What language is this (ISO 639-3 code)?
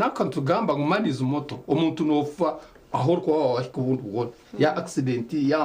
nyn